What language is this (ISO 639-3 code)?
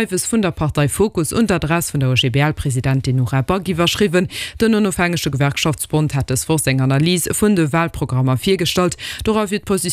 ltz